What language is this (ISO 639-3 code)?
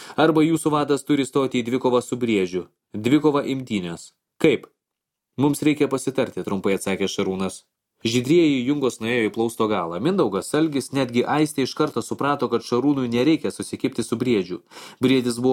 lit